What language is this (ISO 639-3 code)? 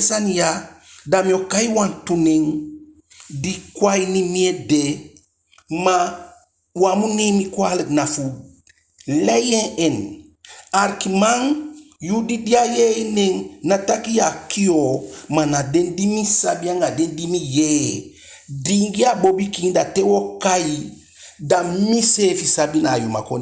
djk